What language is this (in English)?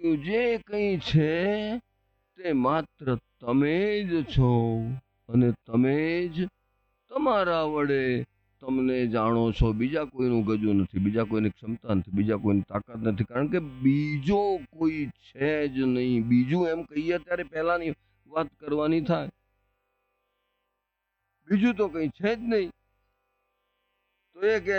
Gujarati